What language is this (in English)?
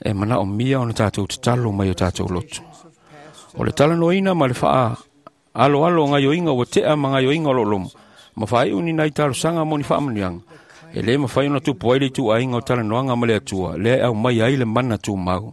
Samoan